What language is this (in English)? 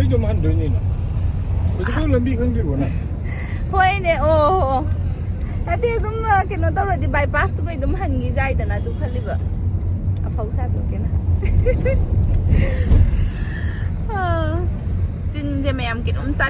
Manipuri